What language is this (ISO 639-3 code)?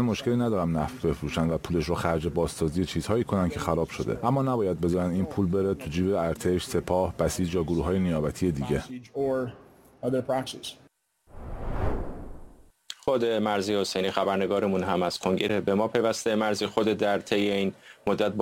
fas